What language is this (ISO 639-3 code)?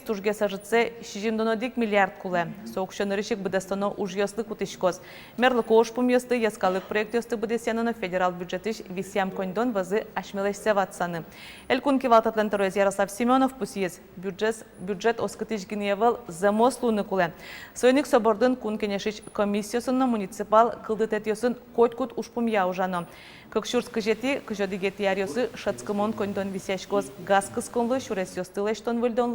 udm